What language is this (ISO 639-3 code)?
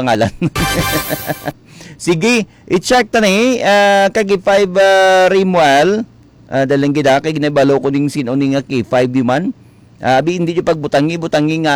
hil